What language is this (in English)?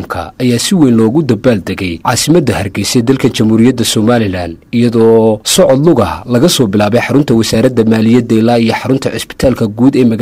Somali